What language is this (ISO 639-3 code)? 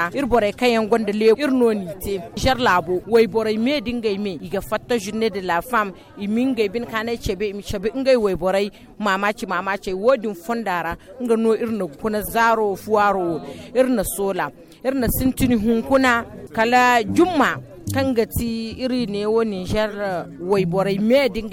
dje